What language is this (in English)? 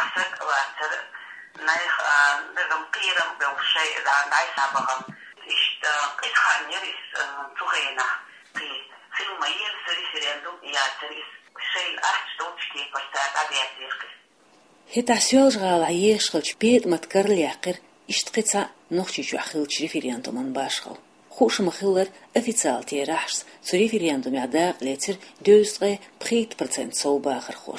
Chechen